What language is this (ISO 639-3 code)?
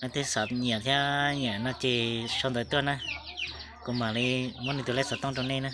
hmn